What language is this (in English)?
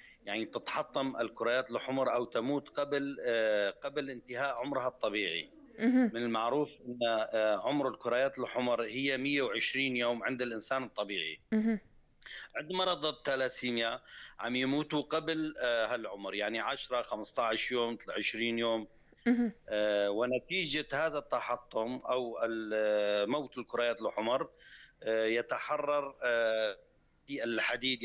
North Levantine Arabic